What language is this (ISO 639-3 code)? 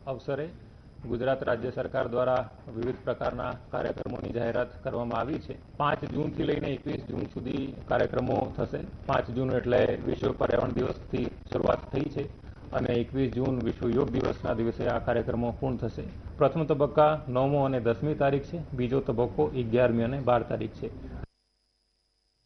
guj